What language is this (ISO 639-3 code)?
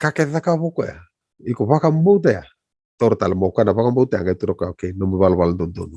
fij